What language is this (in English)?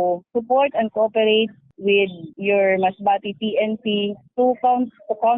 Bikol